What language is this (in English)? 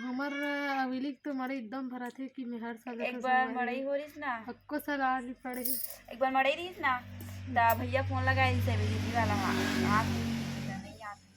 Chhattisgarhi